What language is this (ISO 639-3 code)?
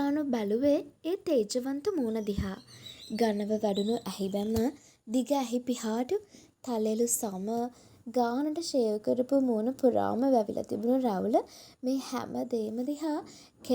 sin